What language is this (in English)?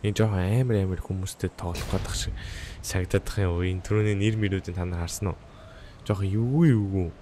Mongolian